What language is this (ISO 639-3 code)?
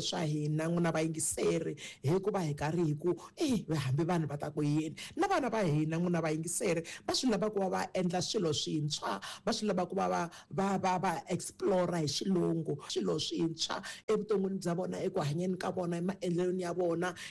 tso